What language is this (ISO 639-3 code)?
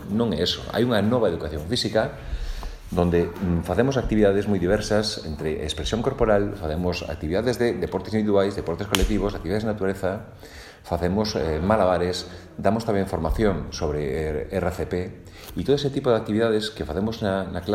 glg